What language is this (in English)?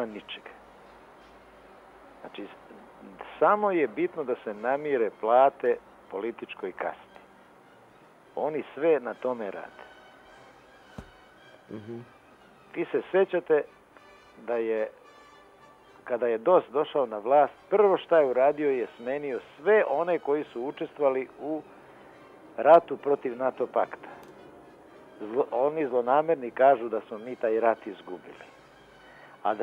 Serbian